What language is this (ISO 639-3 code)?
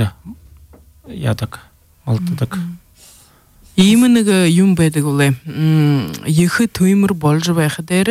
bua